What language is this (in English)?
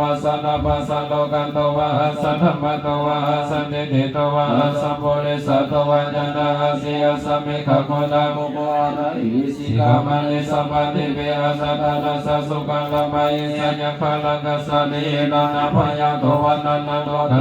Pali